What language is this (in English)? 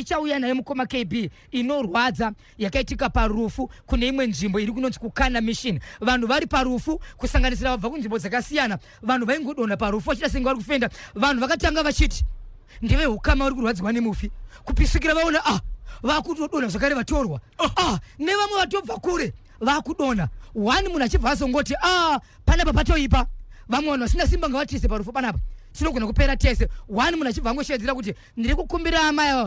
Shona